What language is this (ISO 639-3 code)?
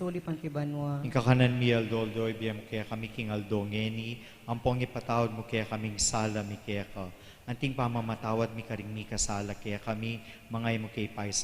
pam